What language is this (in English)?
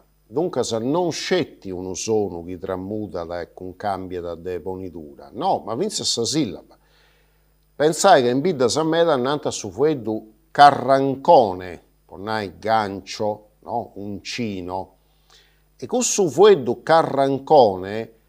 Sardinian